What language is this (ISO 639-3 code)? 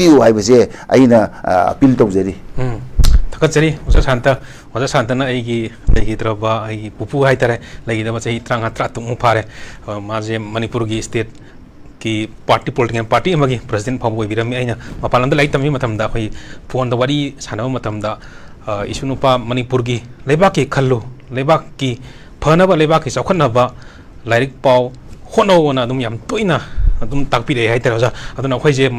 mni